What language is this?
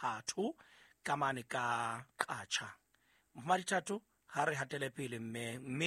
Southern Sotho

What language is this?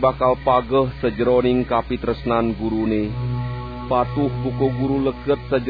Balinese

